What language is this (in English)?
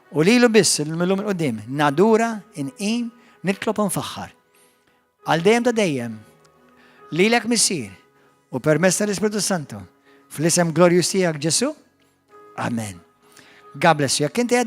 Maltese